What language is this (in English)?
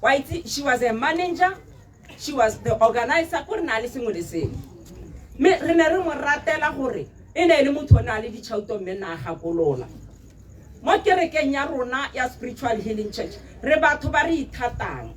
Tswana